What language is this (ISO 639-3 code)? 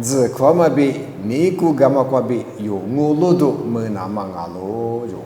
lis